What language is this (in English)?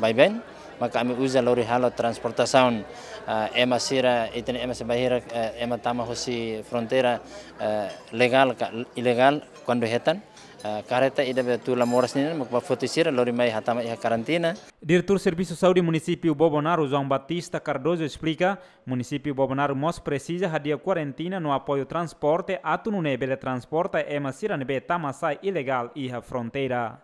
Tetum